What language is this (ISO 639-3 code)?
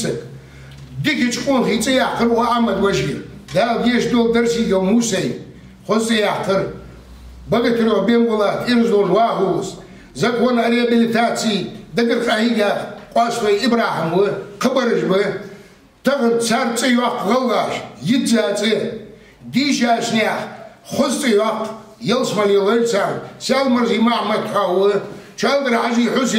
inh